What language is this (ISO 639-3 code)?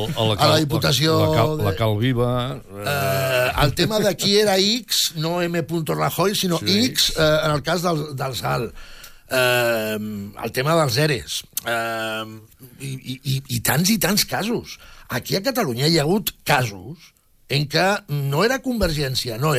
cat